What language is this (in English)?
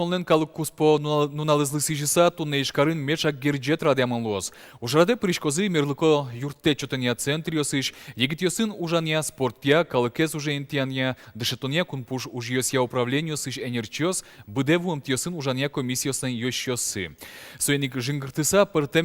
Udmurt